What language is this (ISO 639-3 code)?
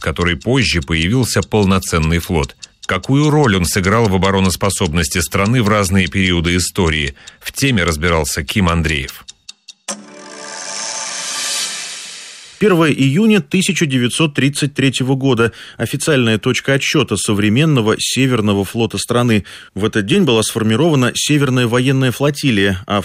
rus